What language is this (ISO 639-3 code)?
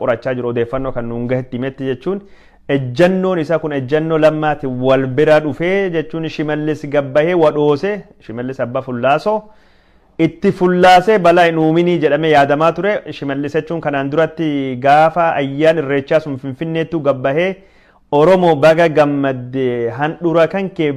orm